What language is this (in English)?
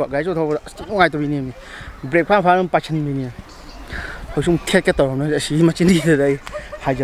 Manipuri